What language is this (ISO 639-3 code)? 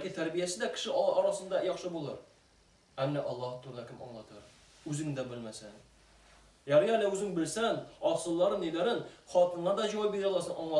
tat